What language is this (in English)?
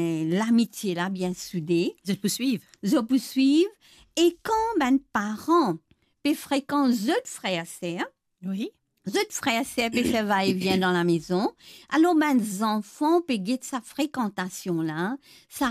Morisyen